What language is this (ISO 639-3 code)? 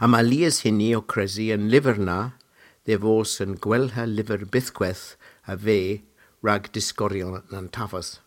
cor